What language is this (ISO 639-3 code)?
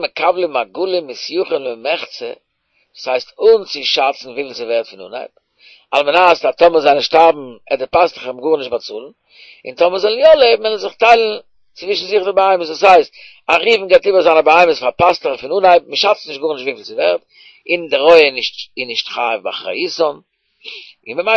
yid